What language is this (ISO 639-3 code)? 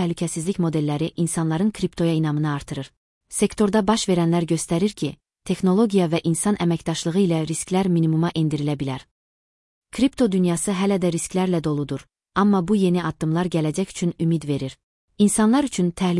aze